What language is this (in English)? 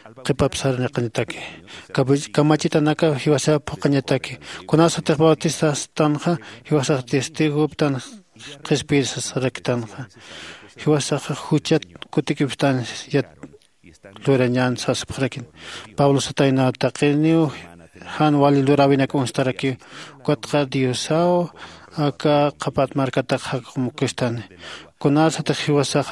Aymara